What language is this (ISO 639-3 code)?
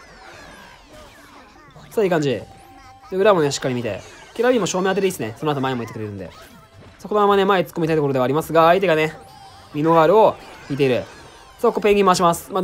jpn